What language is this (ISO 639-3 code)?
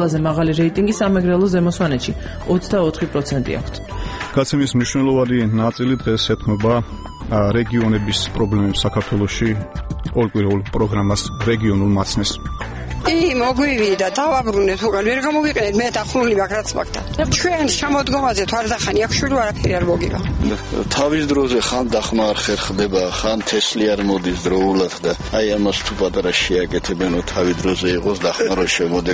kat